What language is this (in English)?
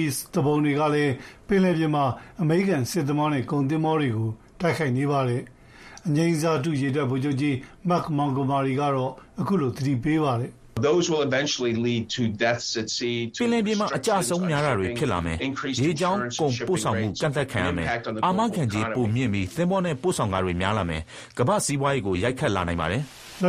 Burmese